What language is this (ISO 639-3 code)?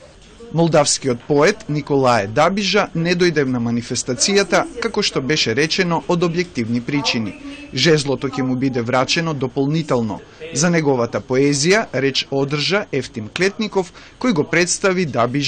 mkd